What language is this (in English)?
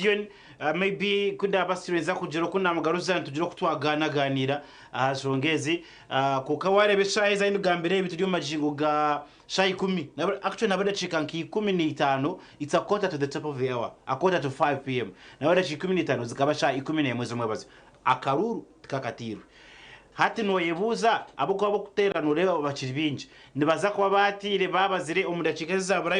Nyankole